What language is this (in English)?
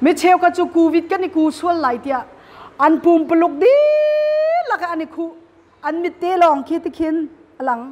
Hakha Chin